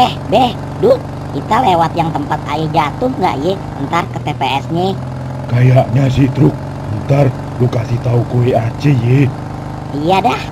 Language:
Betawi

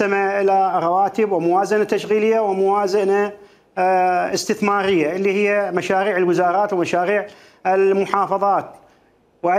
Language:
Mesopotamian Arabic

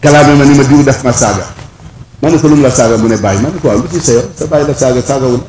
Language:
Wolof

